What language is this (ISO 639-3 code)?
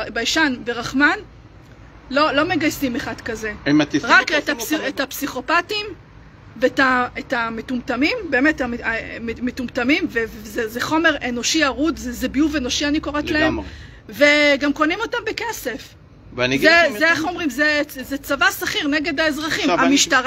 heb